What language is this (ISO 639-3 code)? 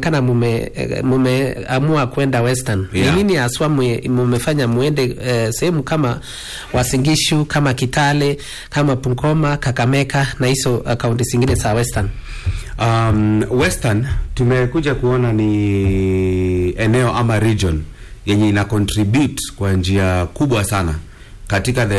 swa